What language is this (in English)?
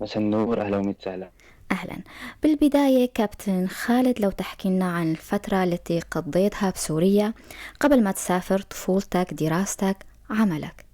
North Levantine Arabic